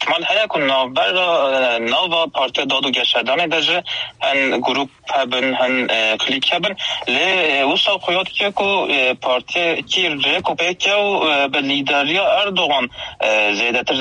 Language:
Kurdish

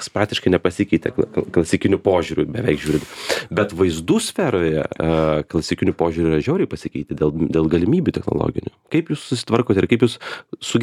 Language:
Lithuanian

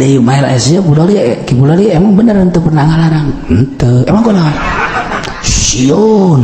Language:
Sundanese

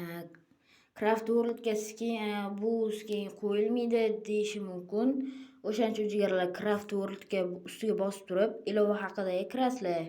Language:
Uzbek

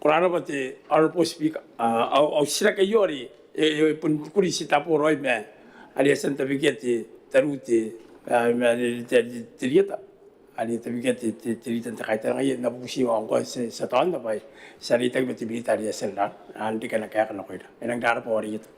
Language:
Gilbertese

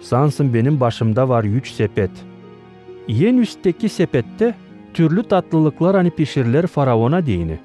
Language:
Gagauz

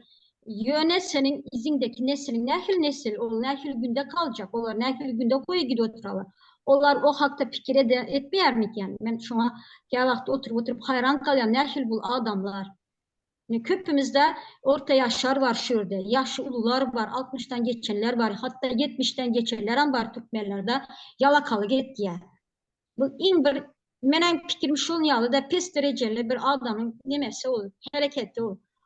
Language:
Turkmen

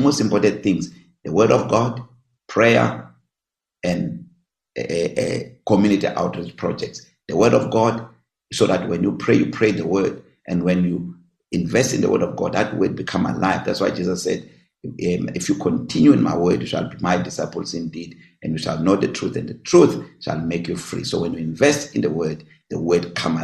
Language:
English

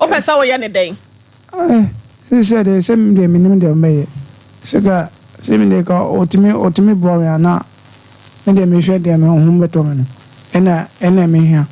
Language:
Akan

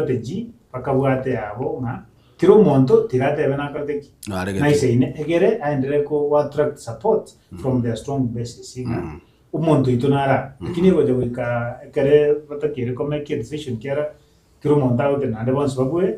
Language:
Gusii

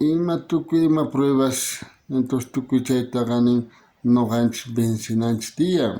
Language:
South Bolivian Quechua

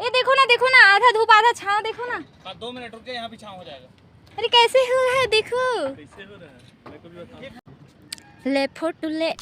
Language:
Chhattisgarhi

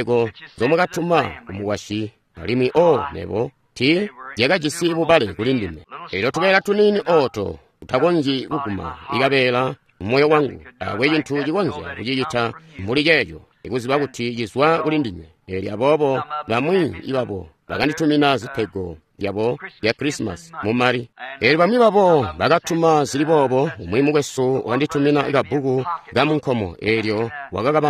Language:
Tonga (Zambia)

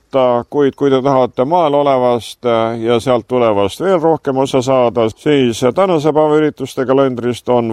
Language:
Estonian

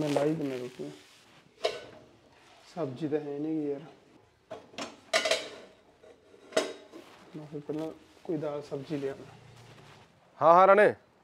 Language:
Punjabi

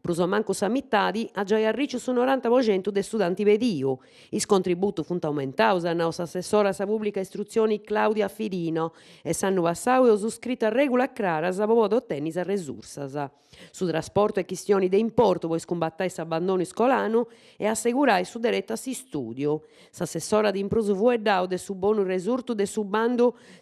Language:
Sardinian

